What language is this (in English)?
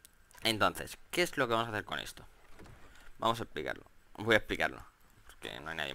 Spanish